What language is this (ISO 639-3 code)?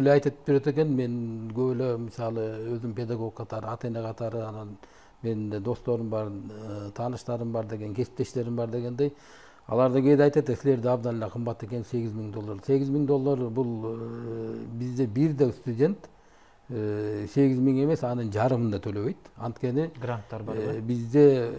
kir